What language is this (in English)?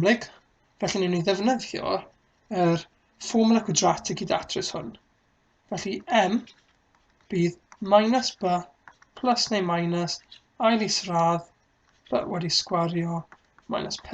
Welsh